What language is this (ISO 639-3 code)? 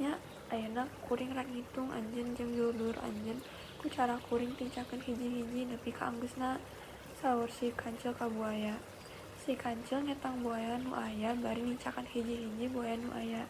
sun